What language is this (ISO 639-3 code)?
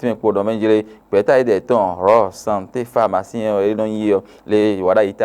fon